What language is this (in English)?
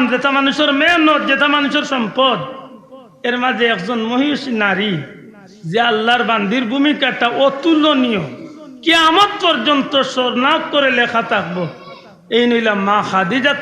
Sylheti